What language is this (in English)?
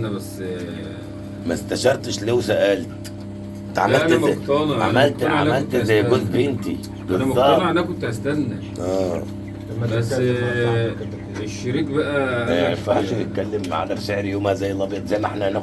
Egyptian Arabic